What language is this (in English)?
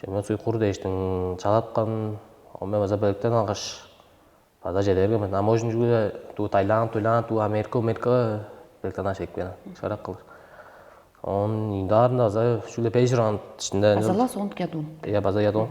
Tuvinian